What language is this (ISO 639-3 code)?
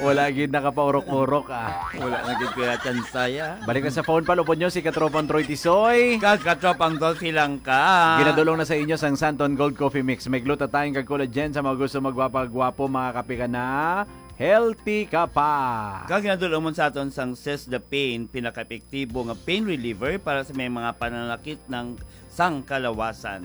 hil